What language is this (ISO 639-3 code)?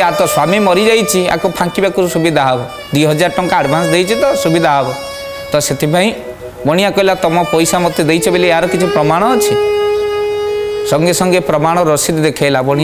ori